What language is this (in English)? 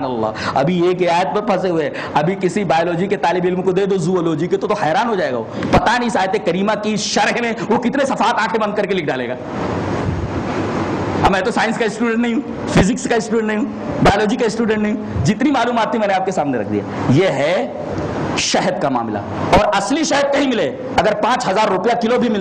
Urdu